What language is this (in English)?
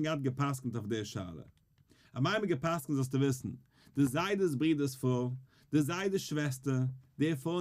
Yiddish